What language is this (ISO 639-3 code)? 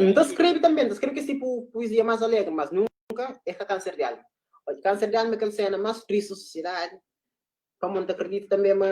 kea